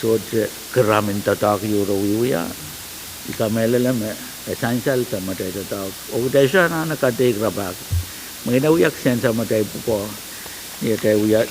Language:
Pohnpeian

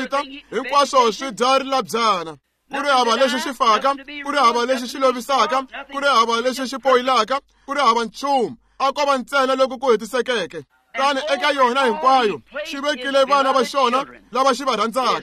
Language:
Tsonga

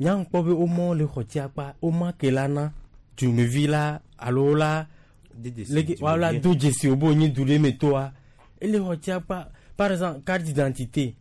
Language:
Gen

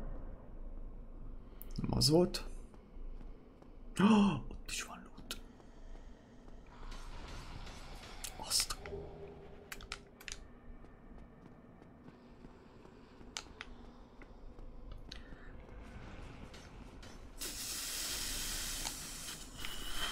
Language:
Hungarian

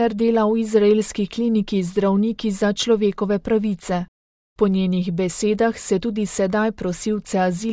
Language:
Slovenian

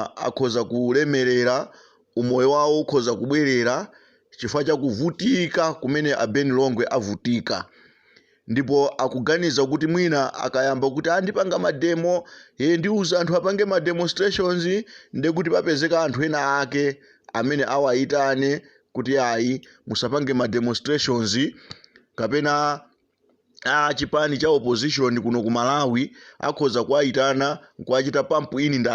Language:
Nyanja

